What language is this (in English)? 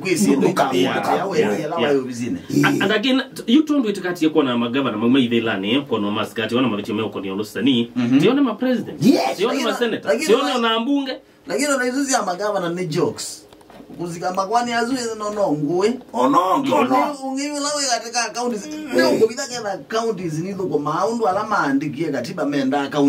Kamba